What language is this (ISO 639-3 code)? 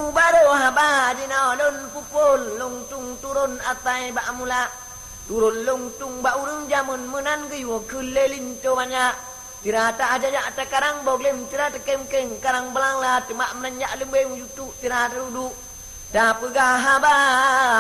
ace